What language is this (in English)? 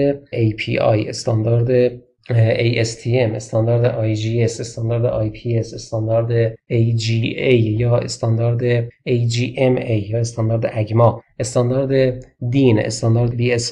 Persian